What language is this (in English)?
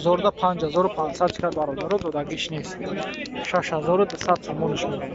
Tajik